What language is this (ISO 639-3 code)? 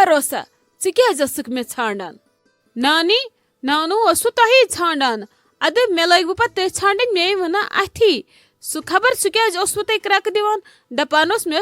kas